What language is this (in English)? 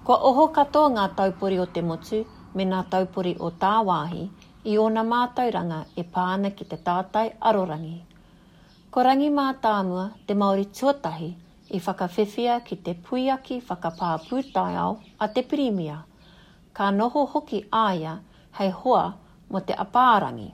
Māori